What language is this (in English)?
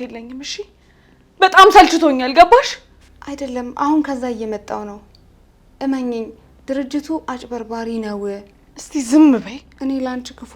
Amharic